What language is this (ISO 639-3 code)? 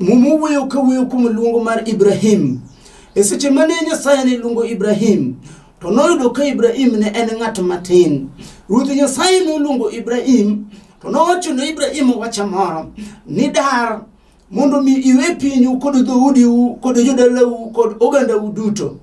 luo